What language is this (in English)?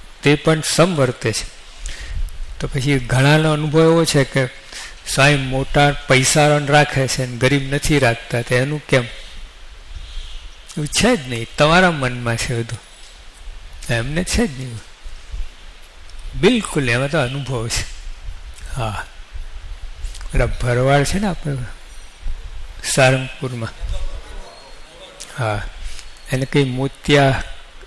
Gujarati